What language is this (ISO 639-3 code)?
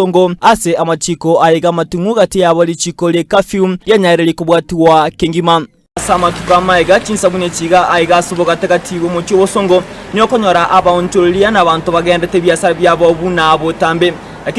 guz